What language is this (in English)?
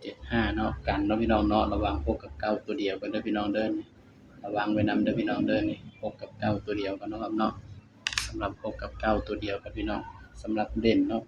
Northeastern Thai